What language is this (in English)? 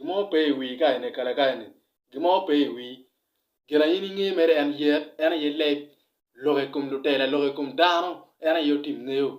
Acoli